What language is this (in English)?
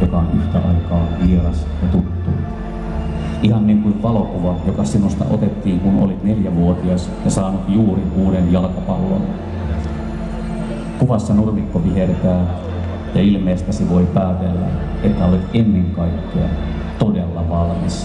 Finnish